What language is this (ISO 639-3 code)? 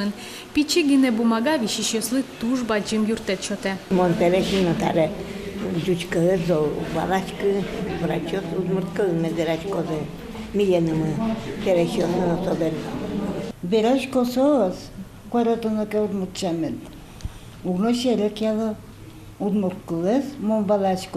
udm